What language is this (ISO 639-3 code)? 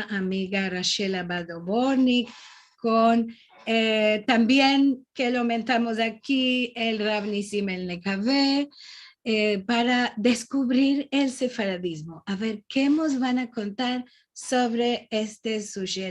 lad